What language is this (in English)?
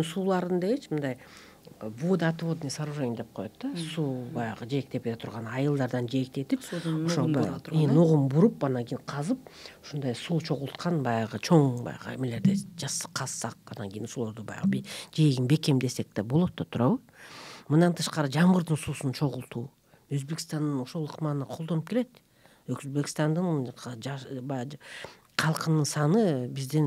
Kyrgyz